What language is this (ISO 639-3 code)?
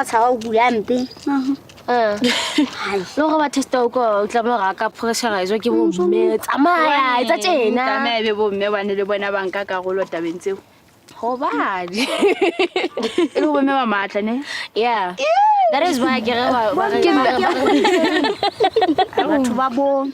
sot